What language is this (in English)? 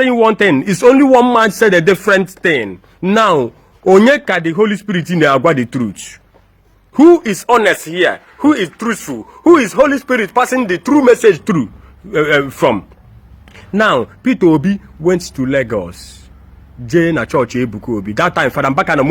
Igbo